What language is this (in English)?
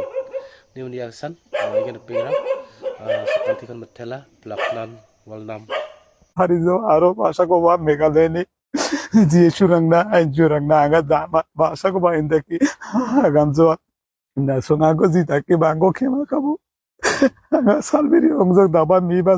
Garo